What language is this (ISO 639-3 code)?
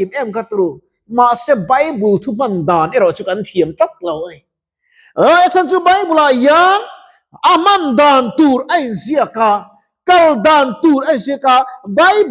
lus